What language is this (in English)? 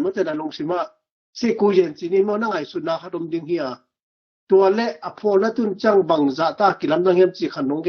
Tedim Chin